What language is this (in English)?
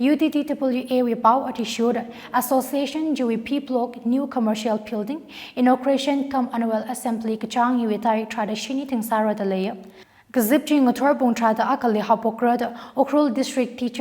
Tangkhul Naga (India)